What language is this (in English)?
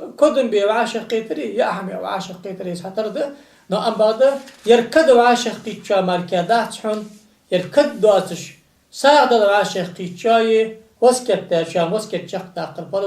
Ingush